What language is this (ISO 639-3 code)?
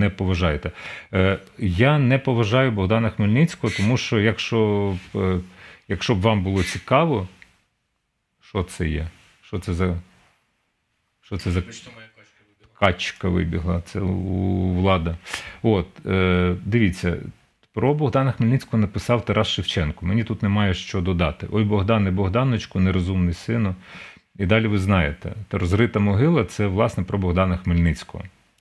ukr